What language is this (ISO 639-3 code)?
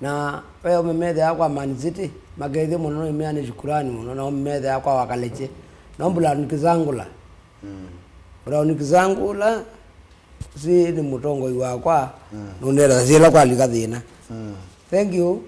kam